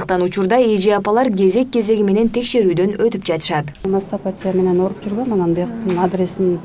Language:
Kyrgyz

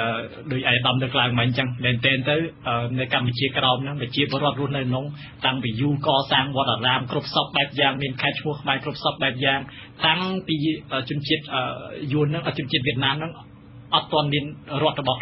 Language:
Khmer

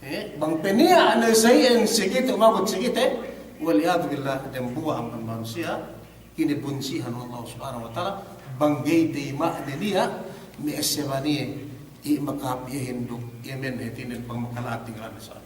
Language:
Yakan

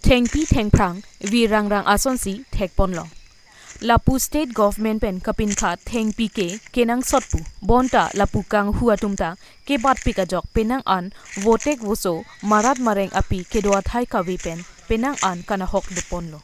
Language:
Karbi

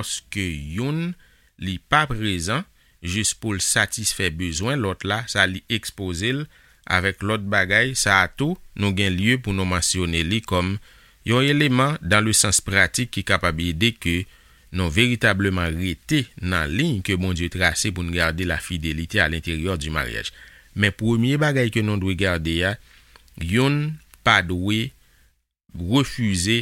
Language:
Haitian Creole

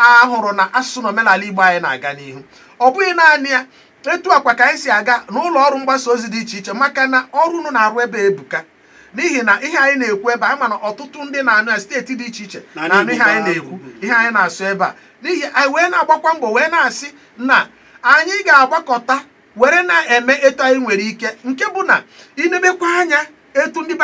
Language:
Igbo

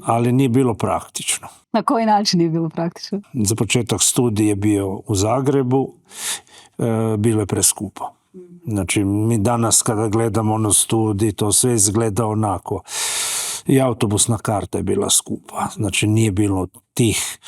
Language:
Macedonian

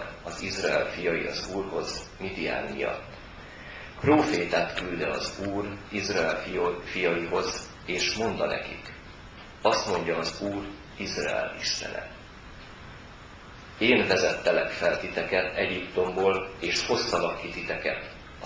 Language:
Hungarian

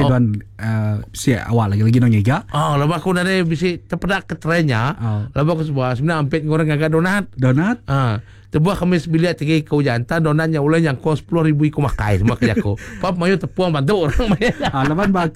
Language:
Iban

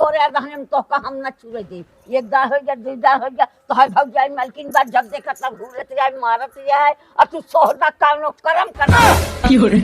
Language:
Awadhi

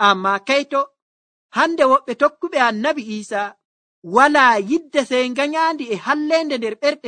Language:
Nigerian Fulfulde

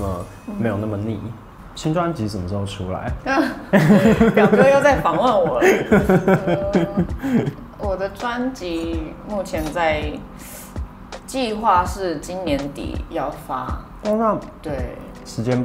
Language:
Chinese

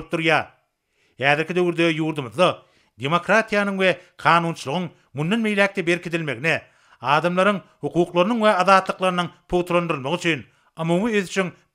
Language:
Turkmen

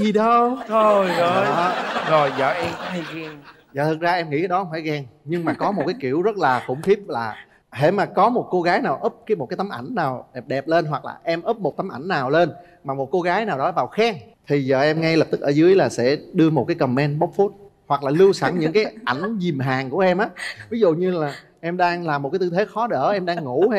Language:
Vietnamese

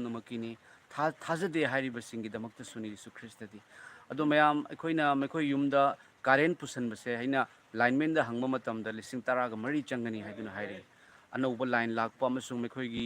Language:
Manipuri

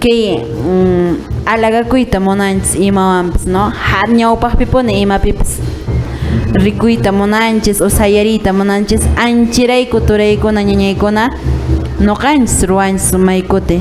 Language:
Quechua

